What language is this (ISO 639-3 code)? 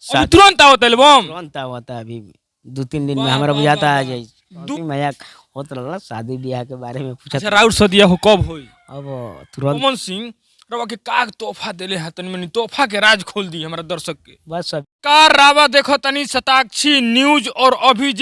bho